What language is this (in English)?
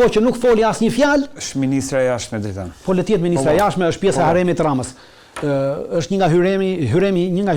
Albanian